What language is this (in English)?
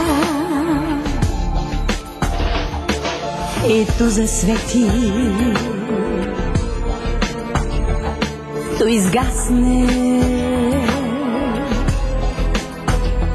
Bulgarian